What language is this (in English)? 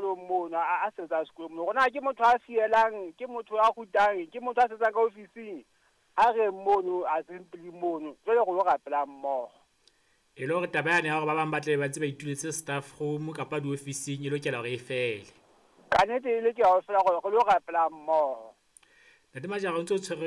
Southern Sotho